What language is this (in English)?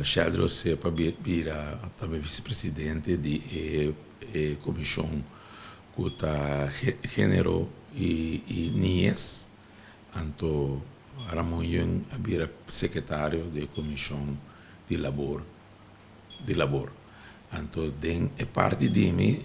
Papiamento